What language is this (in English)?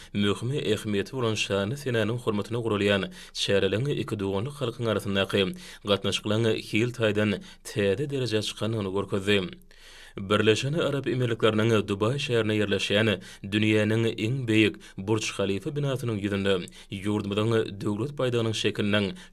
Turkmen